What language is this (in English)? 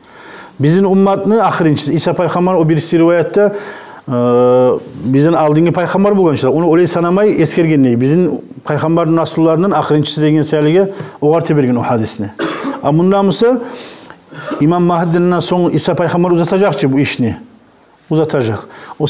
Kumyk